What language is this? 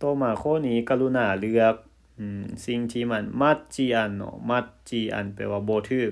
Lao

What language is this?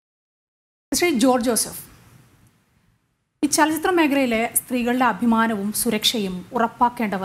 Malayalam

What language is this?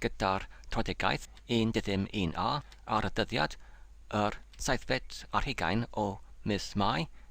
Welsh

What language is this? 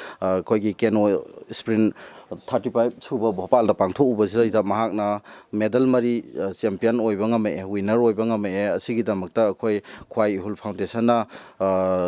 Manipuri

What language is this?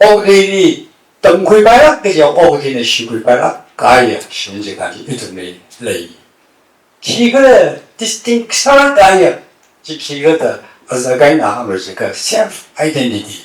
Tangkhul Naga (India)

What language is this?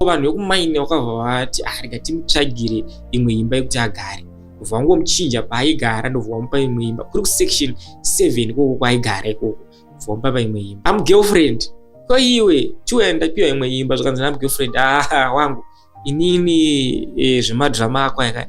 Shona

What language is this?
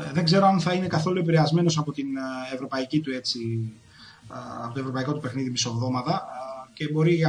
Greek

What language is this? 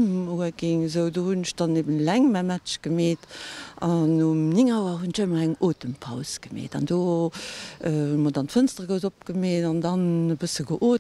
Luxembourgish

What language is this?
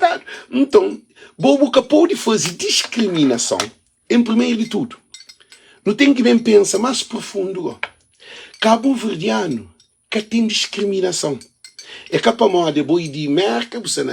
Kabuverdianu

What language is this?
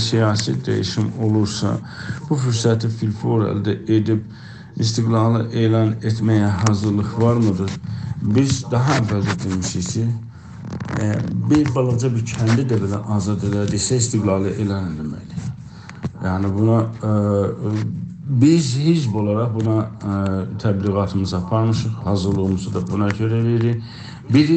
South Azerbaijani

